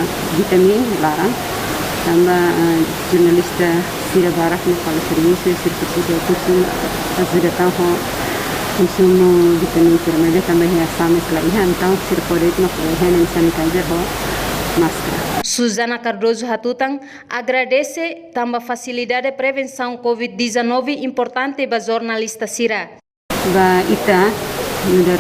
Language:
Tetum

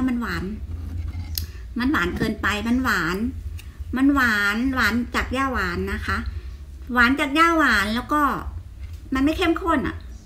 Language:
Thai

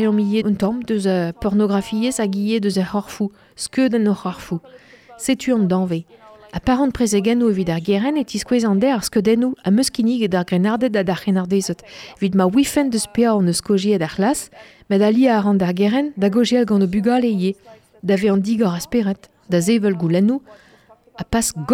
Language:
Breton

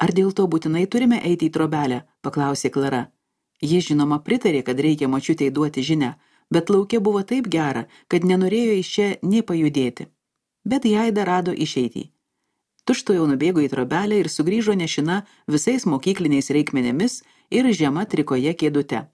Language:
Lithuanian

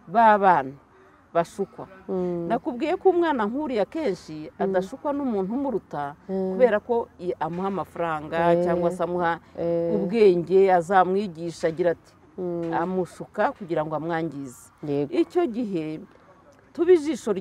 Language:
Kinyarwanda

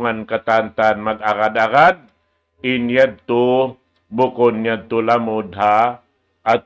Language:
Tausug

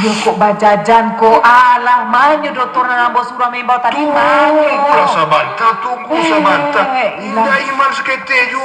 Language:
Minangkabau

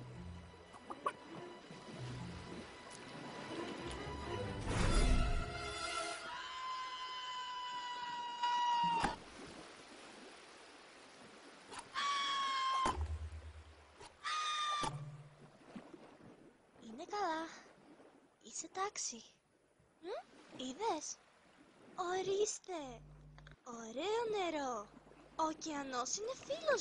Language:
Greek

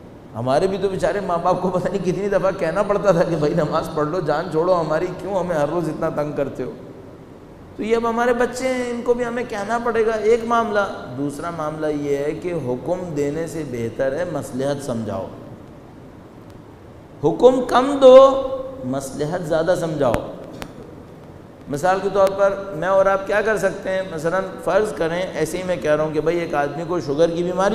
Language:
Urdu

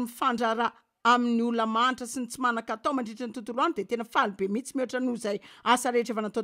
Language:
Malagasy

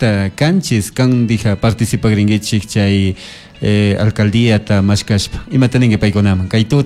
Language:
Chimborazo Highland Quichua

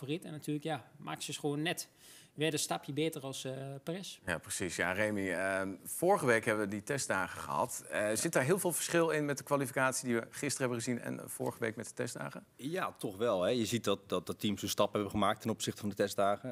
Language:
Dutch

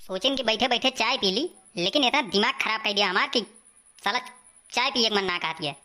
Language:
Awadhi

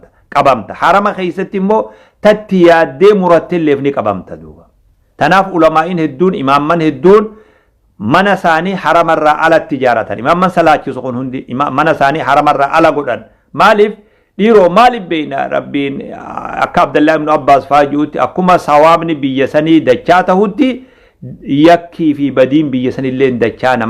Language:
Oromo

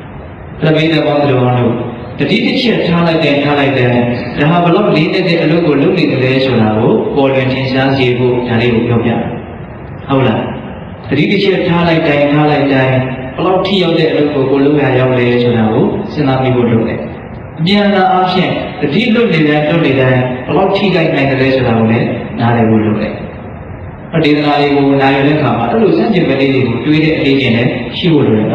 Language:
Burmese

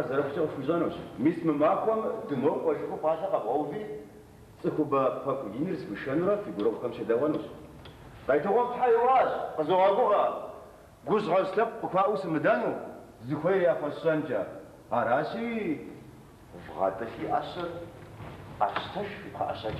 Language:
Kabardian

